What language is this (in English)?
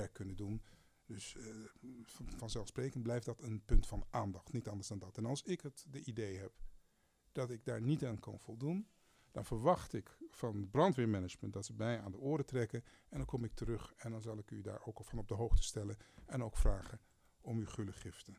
Dutch